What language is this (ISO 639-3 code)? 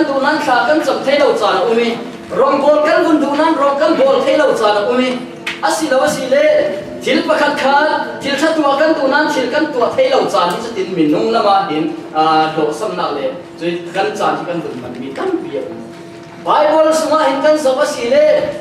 cfm